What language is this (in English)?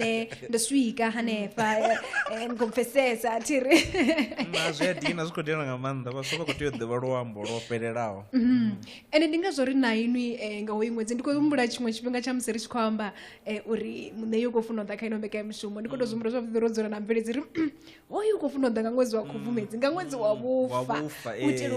Venda